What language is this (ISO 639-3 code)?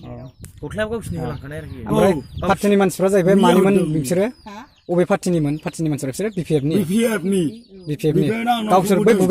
brx